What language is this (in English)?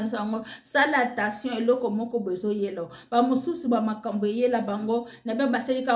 Lingala